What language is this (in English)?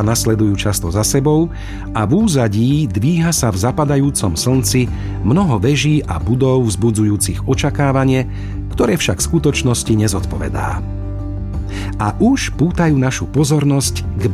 Slovak